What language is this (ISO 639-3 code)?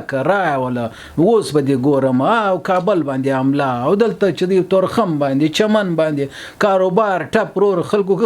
pus